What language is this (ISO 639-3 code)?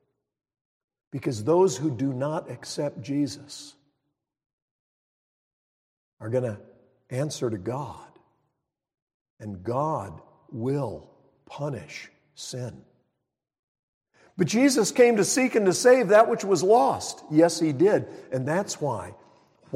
eng